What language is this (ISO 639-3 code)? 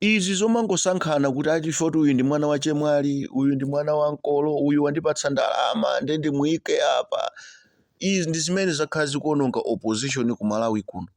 nya